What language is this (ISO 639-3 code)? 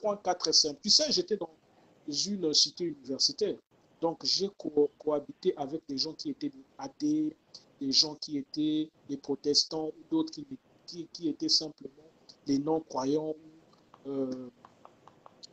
fra